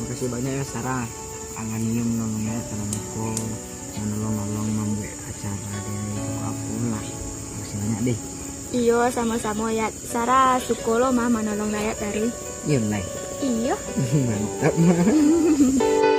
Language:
Minangkabau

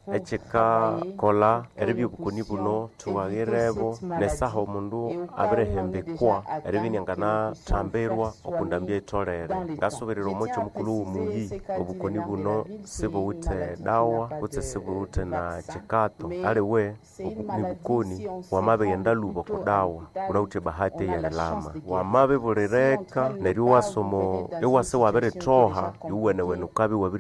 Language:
Nande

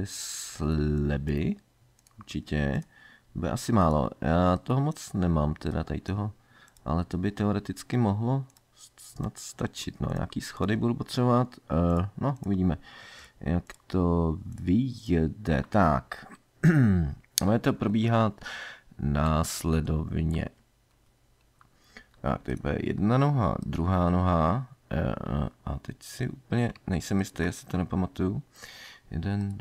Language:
Czech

